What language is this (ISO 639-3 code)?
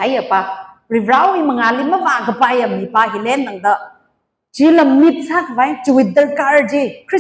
nmf